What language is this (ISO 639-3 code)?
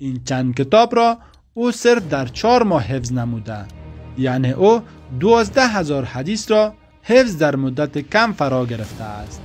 tgk